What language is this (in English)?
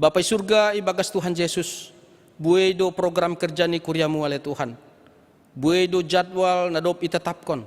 Batak Simalungun